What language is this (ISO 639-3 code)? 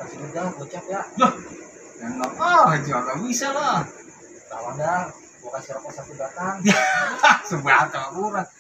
bew